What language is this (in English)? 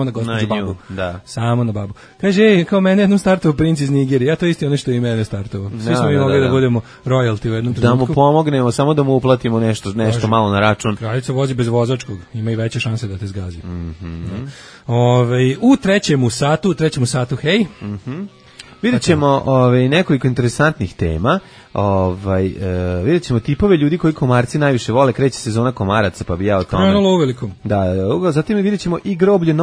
Serbian